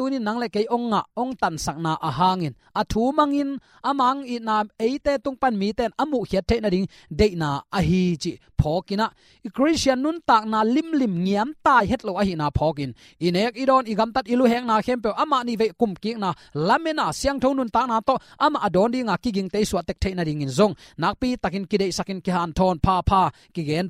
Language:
Tedim Chin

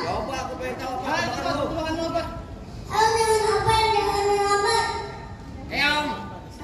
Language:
Betawi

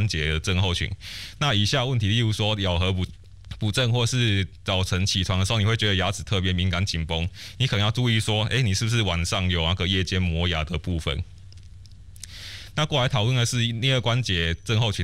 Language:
Chinese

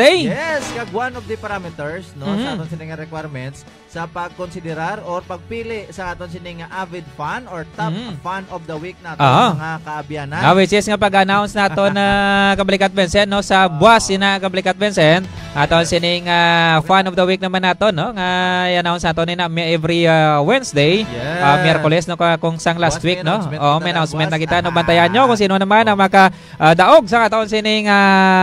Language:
Hiligaynon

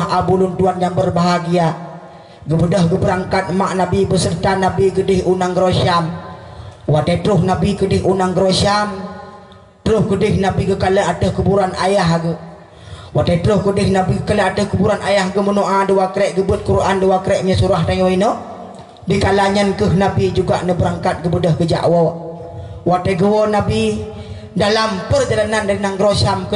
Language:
Achinese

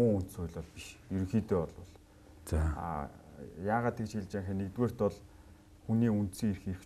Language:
Mongolian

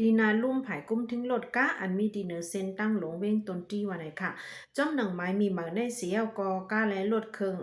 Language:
Lao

